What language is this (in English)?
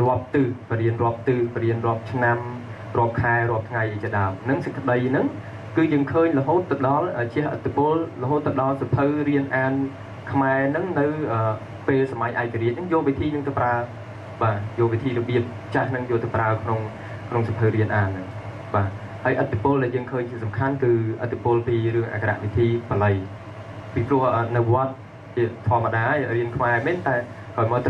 Khmer